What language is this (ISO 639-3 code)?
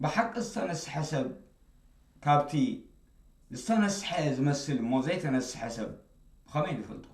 tir